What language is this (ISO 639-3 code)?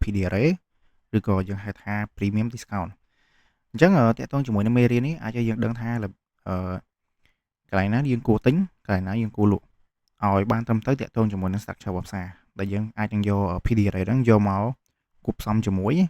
khm